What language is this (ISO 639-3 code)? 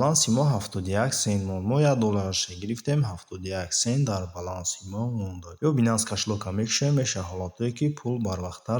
tgk